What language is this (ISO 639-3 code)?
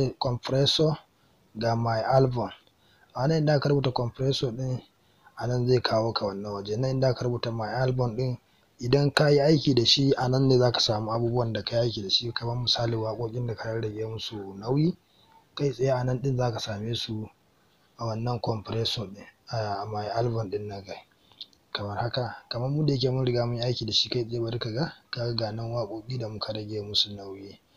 hau